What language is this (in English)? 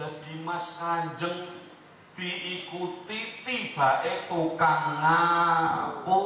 Javanese